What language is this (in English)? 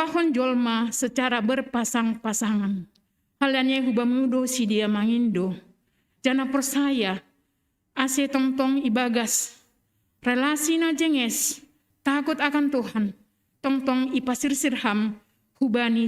Batak Simalungun